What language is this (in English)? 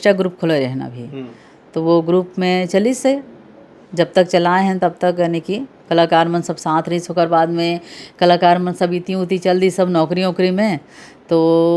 Chhattisgarhi